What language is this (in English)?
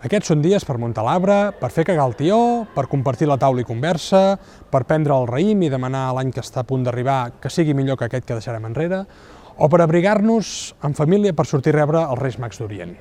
Catalan